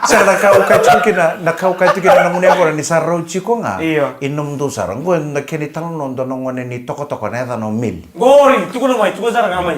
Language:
Fijian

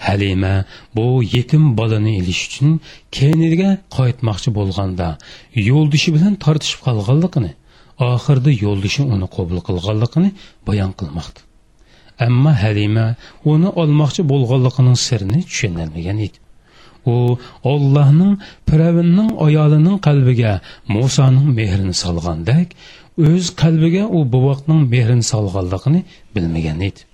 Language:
Uyghur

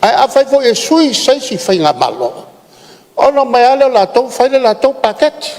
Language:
Samoan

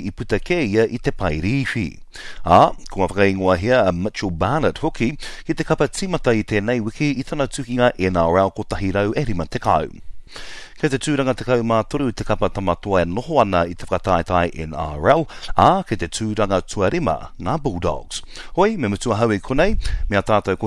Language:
Māori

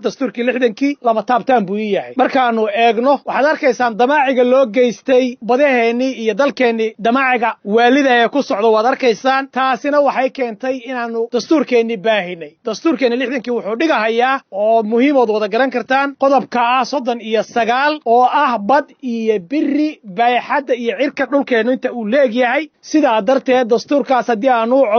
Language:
Somali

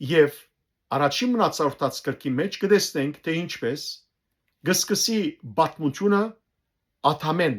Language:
Western Armenian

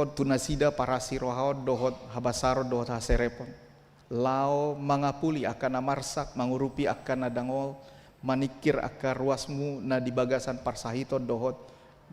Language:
Batak Toba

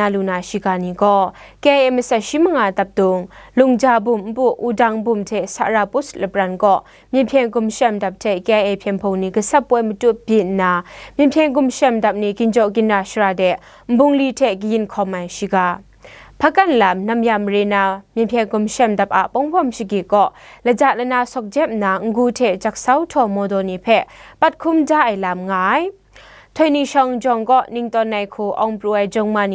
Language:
Kachin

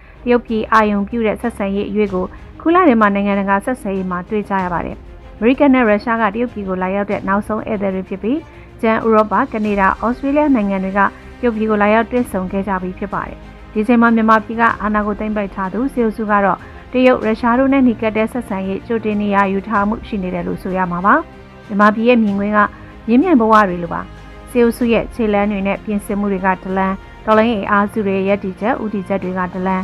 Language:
Burmese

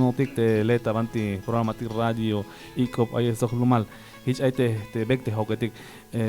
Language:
Tzeltal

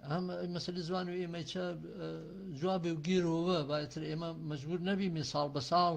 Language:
Gurani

